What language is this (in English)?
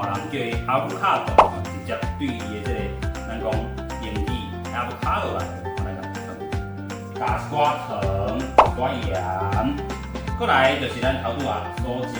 Min Nan Chinese